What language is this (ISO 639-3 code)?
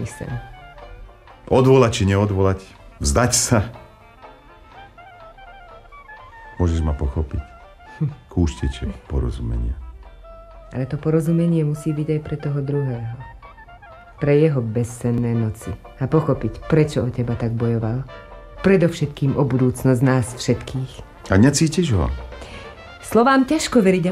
slk